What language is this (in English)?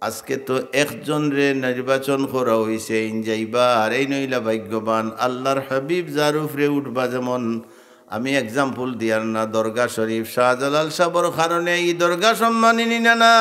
Sylheti